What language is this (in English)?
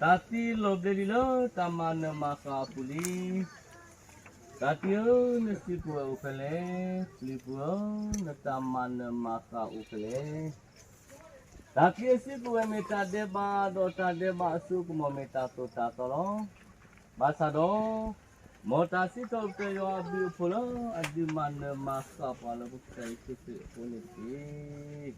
S'gaw Karen